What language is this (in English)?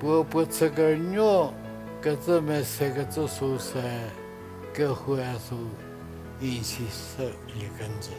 Angami Naga